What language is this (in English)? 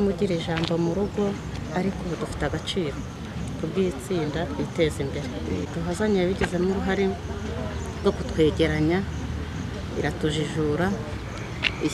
Kinyarwanda